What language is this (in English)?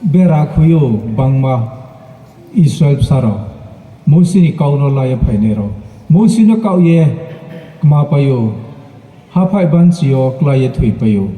Riang (India)